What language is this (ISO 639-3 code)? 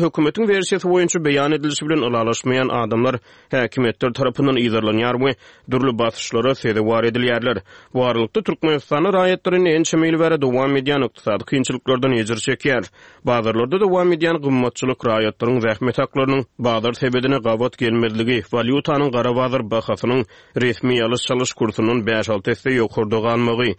tuk